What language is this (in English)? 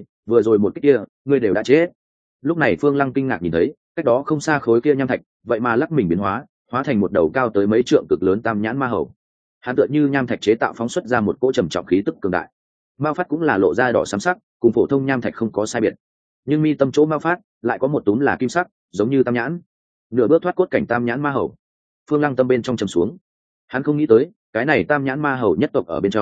Vietnamese